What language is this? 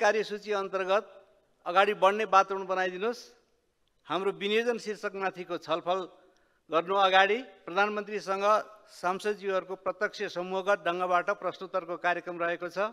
Nepali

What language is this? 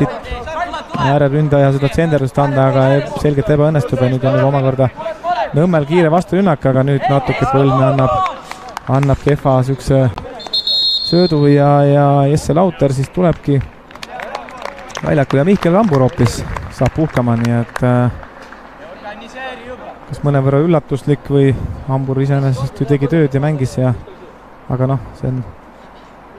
Estonian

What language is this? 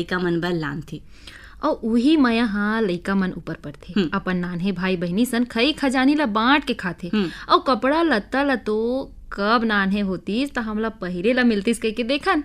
Chhattisgarhi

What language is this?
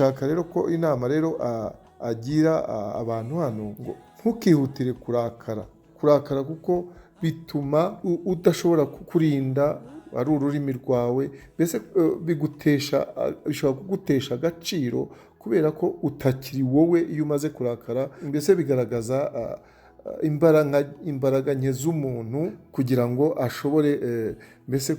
Kinyarwanda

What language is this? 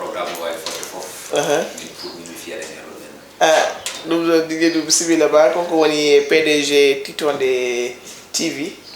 Fula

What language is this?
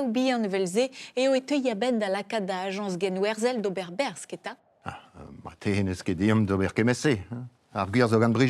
Breton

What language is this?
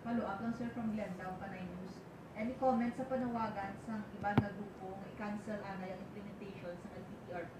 Hiligaynon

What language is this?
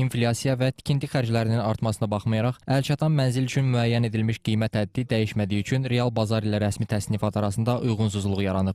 Azerbaijani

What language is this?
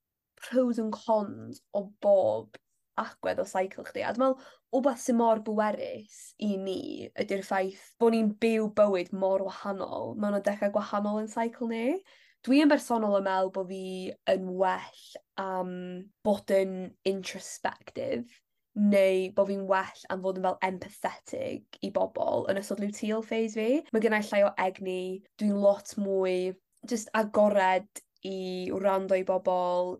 Welsh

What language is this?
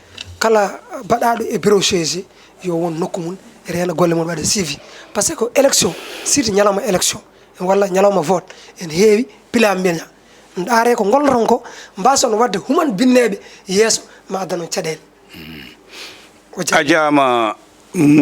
Fula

